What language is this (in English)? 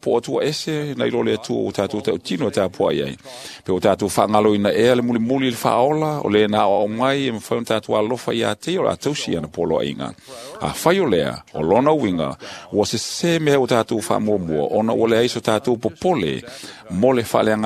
Samoan